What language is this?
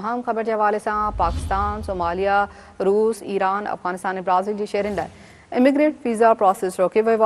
Sindhi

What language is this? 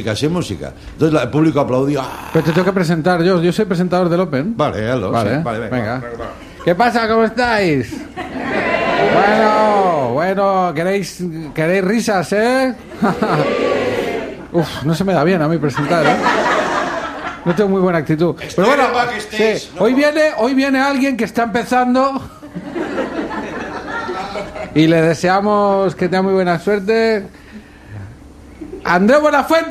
Spanish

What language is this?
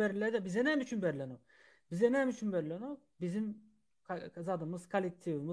Turkmen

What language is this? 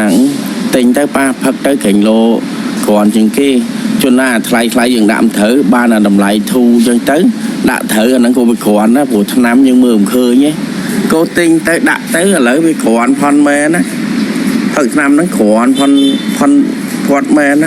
Khmer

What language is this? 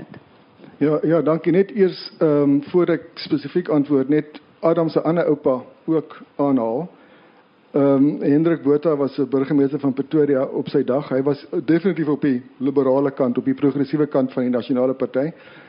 Afrikaans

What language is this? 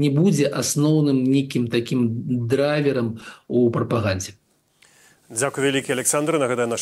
Belarusian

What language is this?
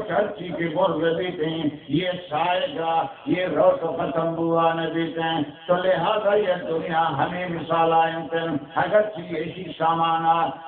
Baluchi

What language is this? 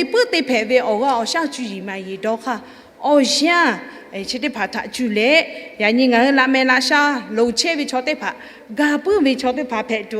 Lahu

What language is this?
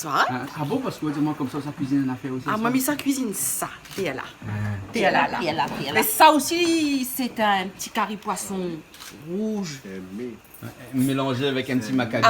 Réunion Creole French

